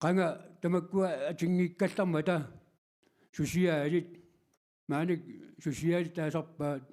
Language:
Kalaallisut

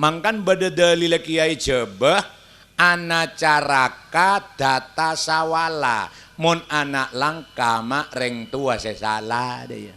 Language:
Madurese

